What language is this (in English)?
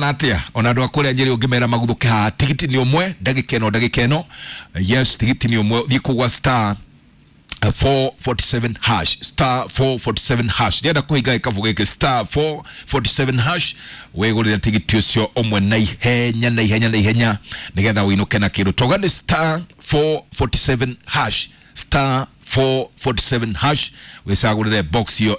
Kikuyu